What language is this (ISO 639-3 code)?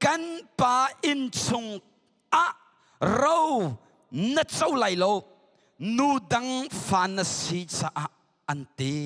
cnh